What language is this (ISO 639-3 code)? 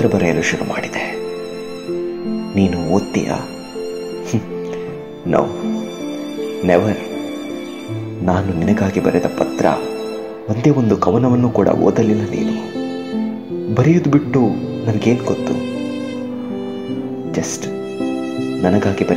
kan